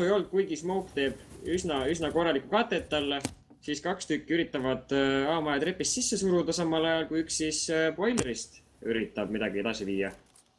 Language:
Estonian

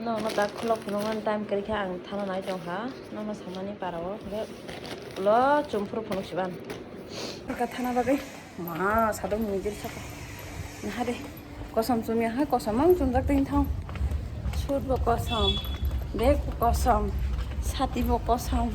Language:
Kok Borok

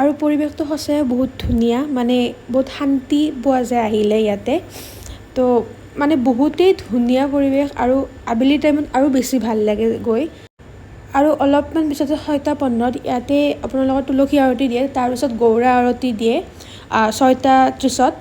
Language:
Assamese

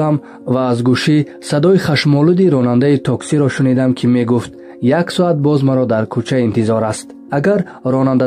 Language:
Tajik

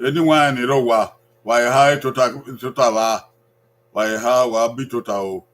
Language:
Bini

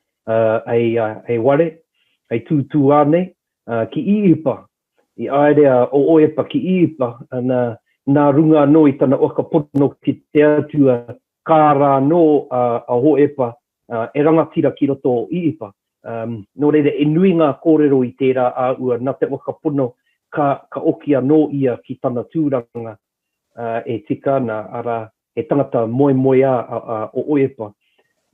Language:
Māori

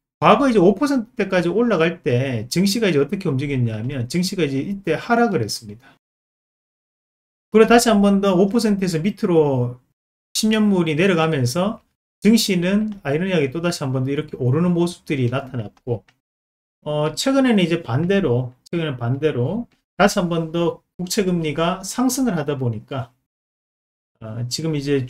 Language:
Korean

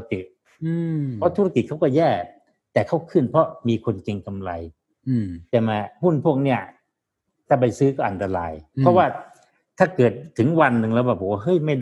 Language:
Thai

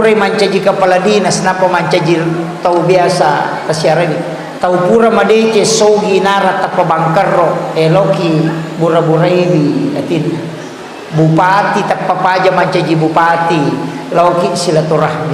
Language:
Buginese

